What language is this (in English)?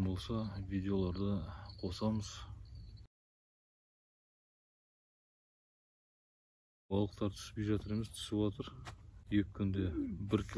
Kazakh